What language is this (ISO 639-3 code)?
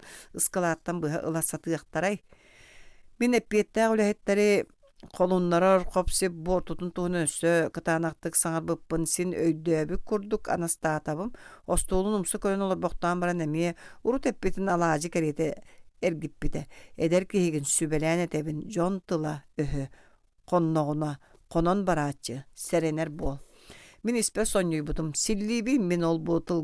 sah